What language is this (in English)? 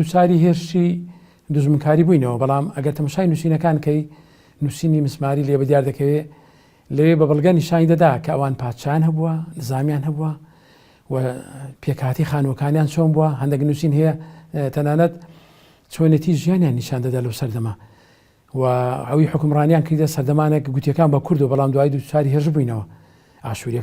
Central Kurdish